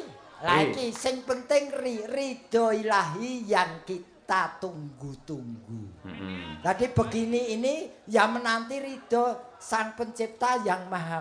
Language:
Javanese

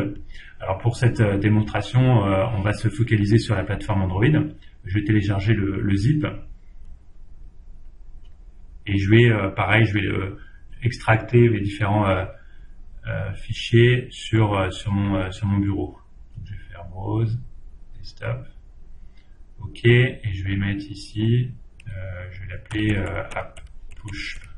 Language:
French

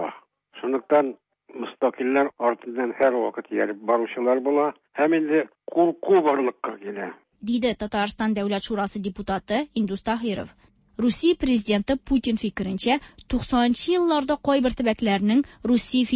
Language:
Tatar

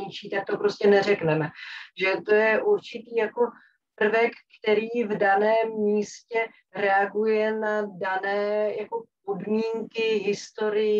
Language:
Czech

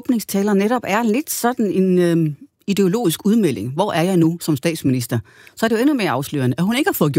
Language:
Danish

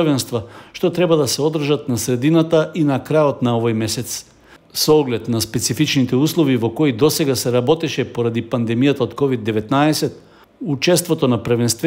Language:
Macedonian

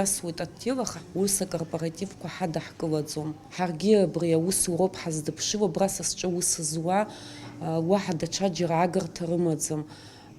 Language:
Abkhazian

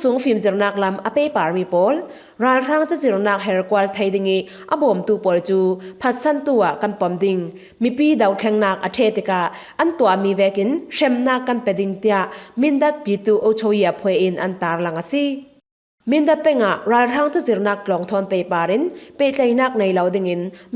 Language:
Falam Chin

